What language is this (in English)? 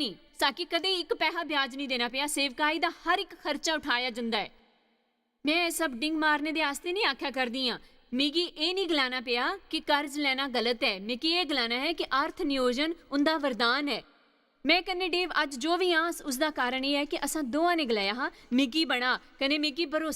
Dogri